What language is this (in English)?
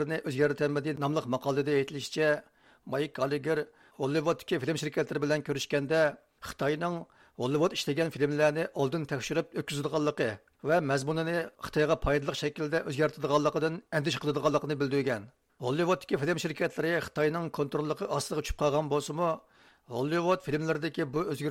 Uyghur